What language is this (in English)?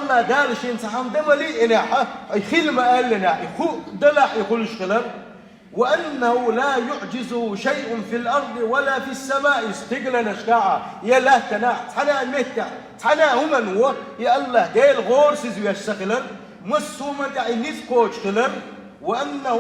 Chechen